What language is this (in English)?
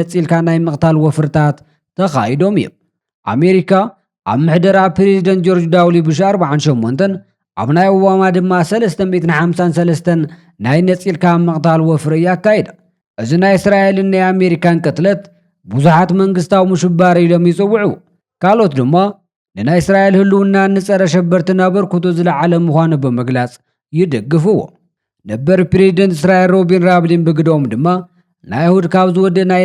Tigrinya